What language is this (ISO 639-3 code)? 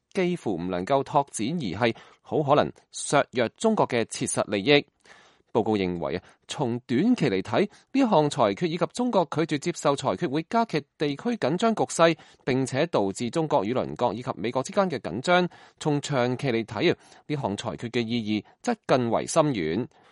yue